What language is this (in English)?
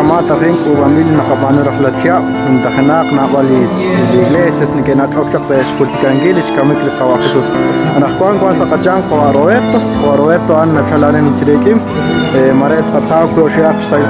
Kekchí